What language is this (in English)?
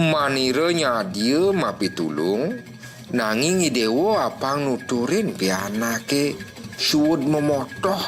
Balinese